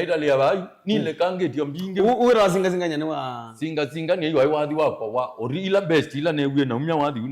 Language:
Kamba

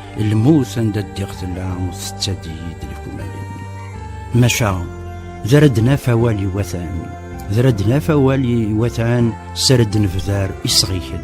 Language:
Kabyle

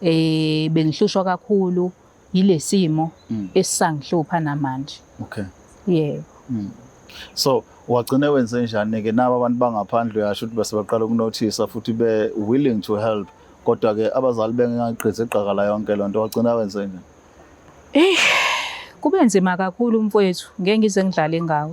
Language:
Zulu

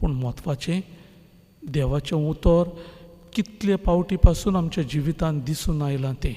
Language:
Konkani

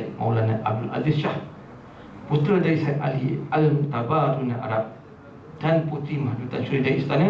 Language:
Malay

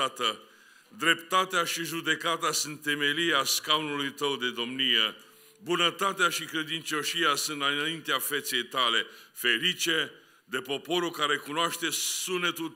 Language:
Romanian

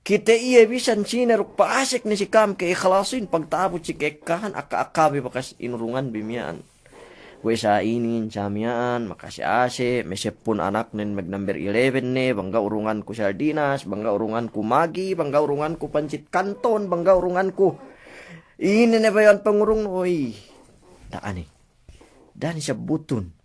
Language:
Yakan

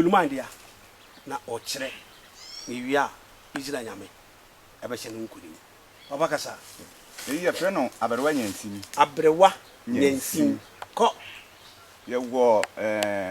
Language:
Akan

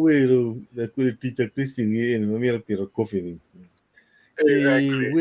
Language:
Acoli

